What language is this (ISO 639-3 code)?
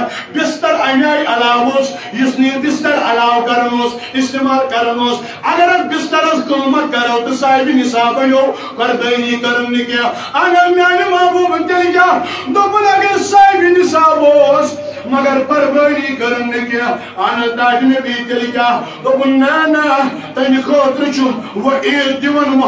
kas